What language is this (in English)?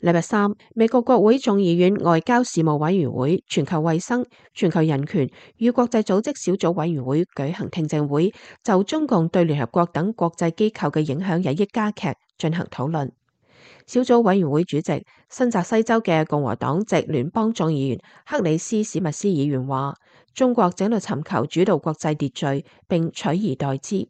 Cantonese